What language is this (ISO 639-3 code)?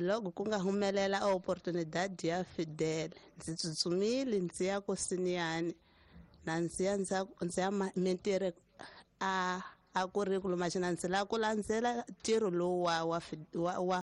tso